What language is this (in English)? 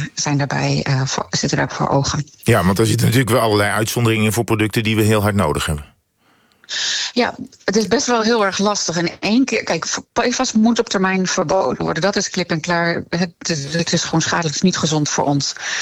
Dutch